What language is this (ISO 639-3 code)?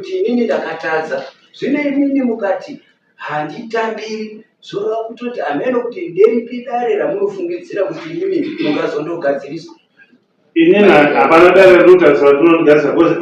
sna